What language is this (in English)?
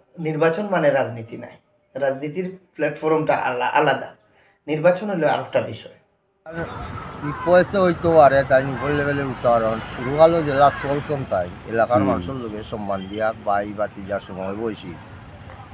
Sylheti